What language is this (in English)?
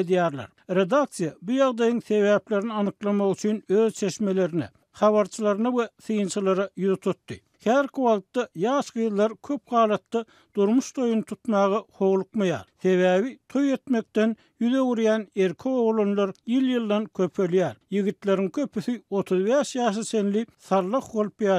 Turkmen